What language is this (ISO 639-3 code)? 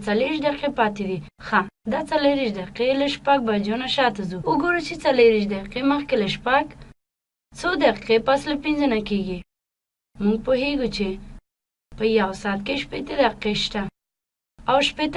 pus